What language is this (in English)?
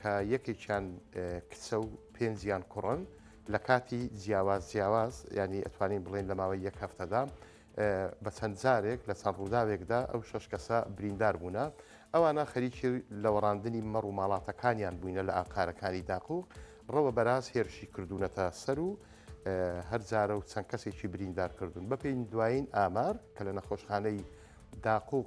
Central Kurdish